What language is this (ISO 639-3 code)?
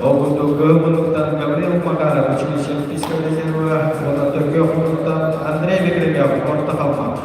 sah